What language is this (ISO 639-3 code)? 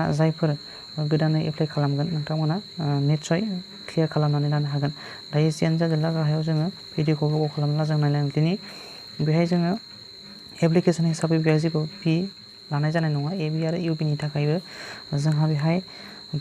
brx